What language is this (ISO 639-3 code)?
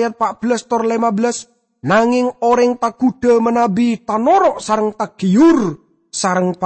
mad